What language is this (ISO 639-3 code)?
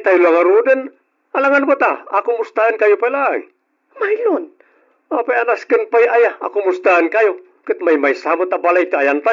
ilo